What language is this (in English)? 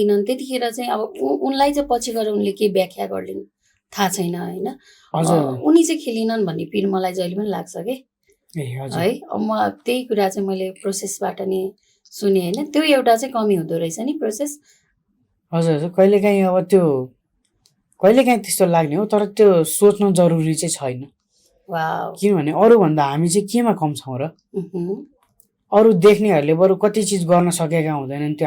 Nepali